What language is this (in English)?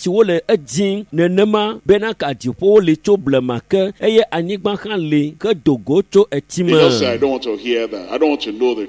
Ewe